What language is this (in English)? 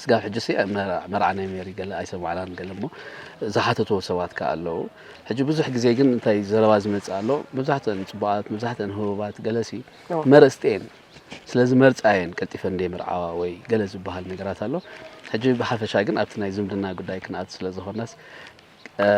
Tigrinya